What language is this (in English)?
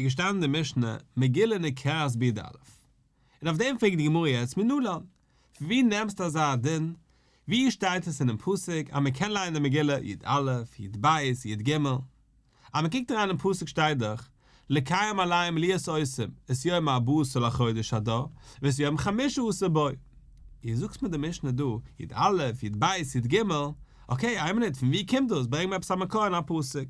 Yiddish